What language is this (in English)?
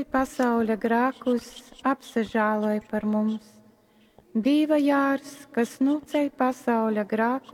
Latgalian